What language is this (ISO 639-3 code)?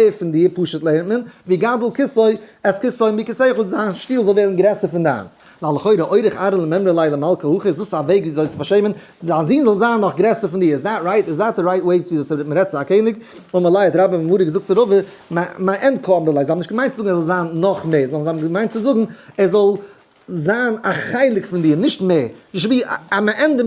yid